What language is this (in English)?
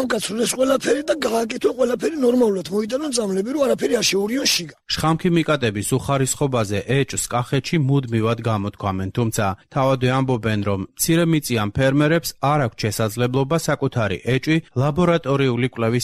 Georgian